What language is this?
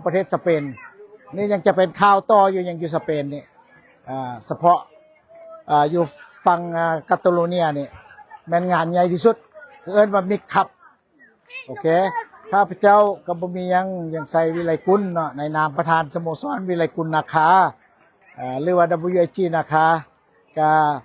Lao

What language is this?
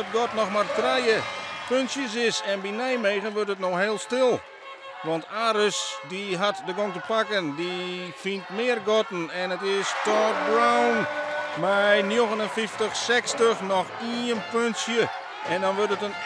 Western Frisian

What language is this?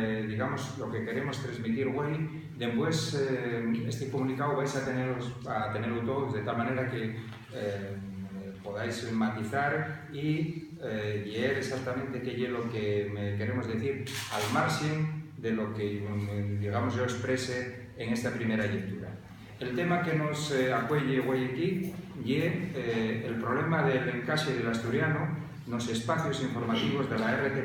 Asturian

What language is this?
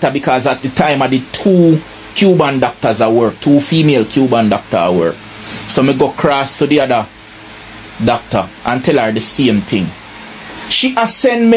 Jamaican Creole English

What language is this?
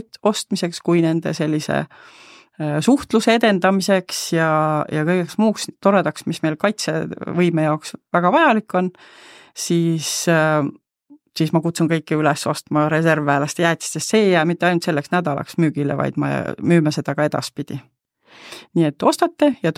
Estonian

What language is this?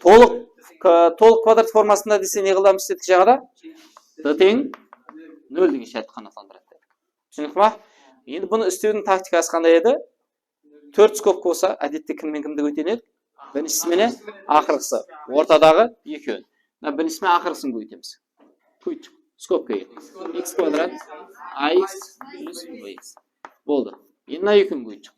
Kara-Kalpak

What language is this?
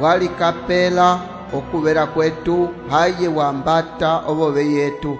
Umbundu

